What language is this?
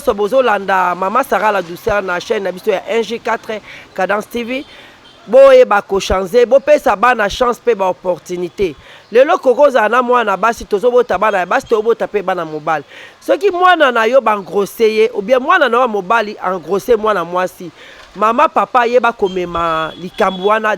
Lingala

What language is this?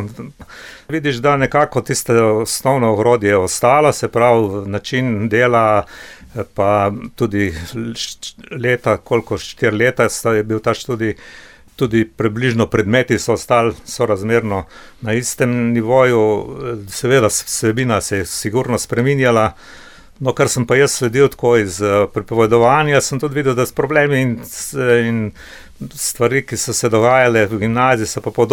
Slovenian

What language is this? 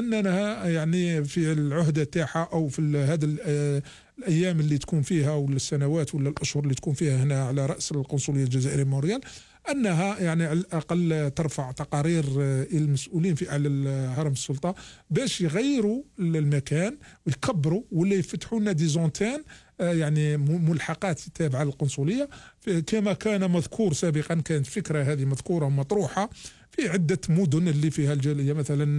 Algerian Arabic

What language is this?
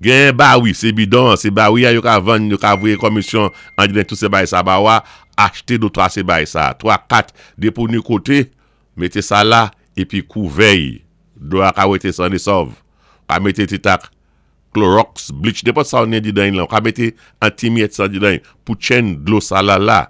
Saint Lucian Creole French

